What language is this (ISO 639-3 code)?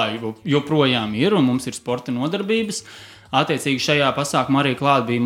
lav